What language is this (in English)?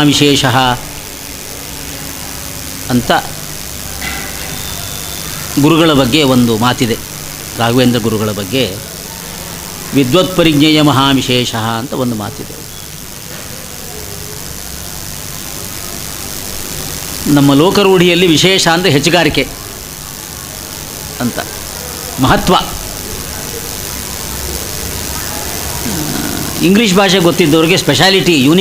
Kannada